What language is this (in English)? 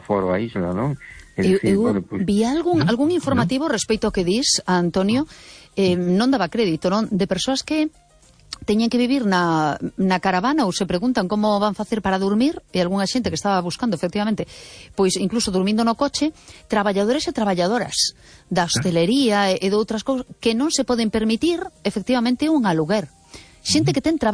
Galician